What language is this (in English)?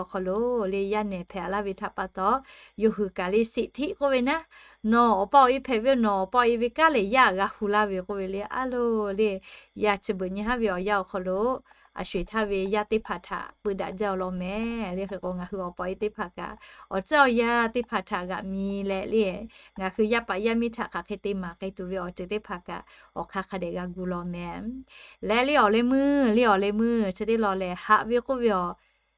Lahu